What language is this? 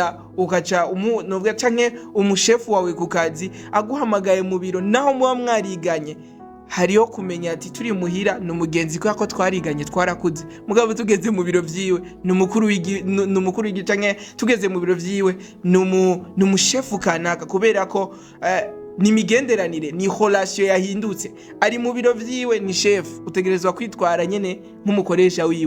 Rundi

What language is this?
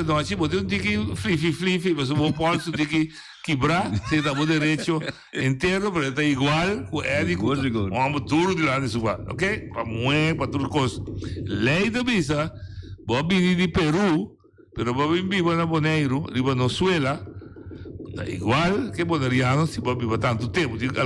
Papiamento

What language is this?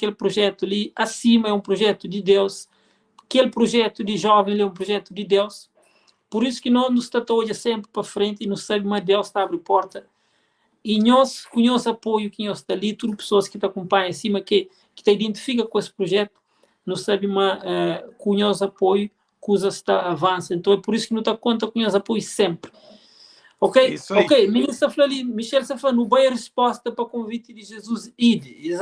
Kabuverdianu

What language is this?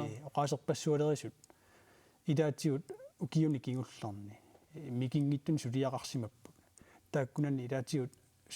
Kalaallisut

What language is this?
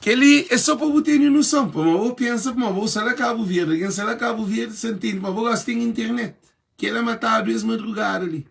Kabuverdianu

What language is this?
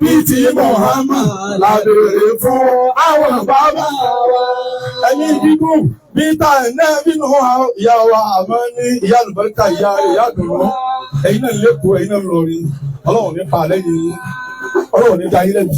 Yoruba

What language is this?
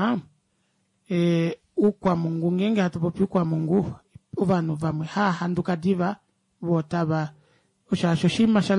Kuanyama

